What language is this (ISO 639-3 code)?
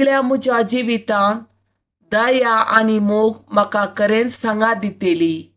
kok